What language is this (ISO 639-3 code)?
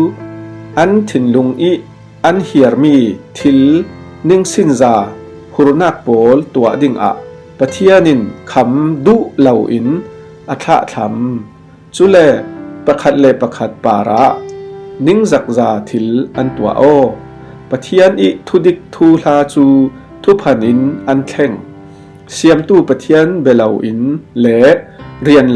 cfm